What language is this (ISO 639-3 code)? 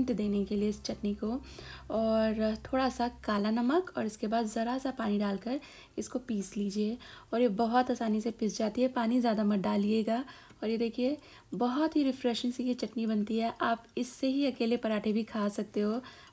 hin